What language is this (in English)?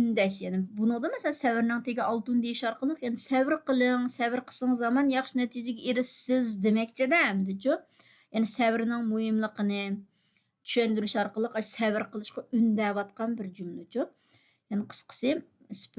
Uyghur